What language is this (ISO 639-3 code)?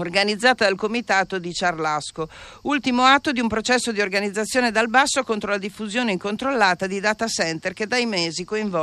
ita